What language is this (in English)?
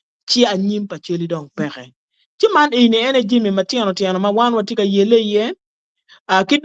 Acoli